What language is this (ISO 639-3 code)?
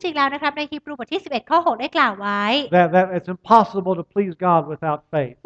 tha